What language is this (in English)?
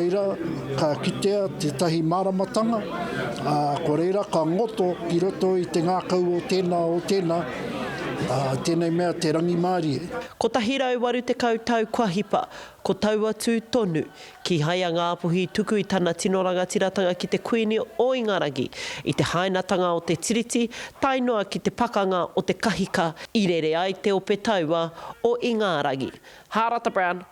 Māori